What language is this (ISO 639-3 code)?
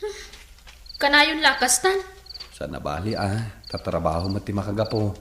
ilo